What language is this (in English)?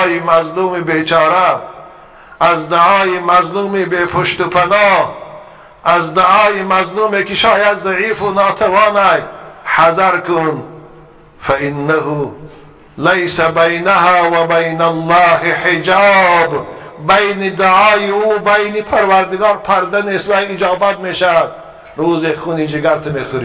Tajik